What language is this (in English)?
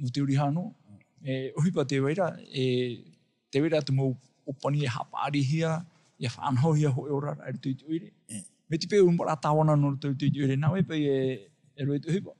Tahitian